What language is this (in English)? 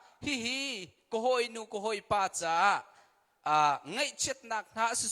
Hakha Chin